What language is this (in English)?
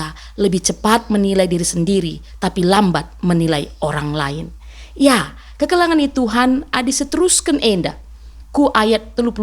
Batak Karo